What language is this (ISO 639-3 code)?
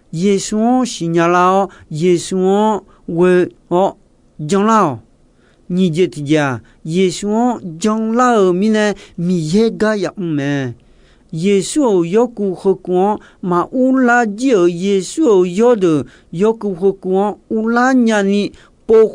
ahk